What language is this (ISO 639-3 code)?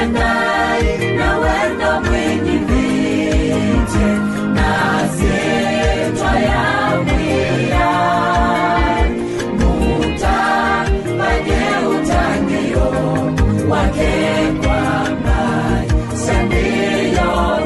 kam